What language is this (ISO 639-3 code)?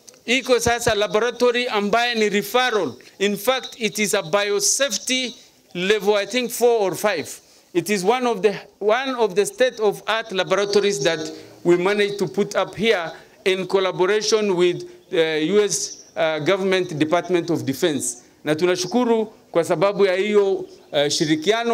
swa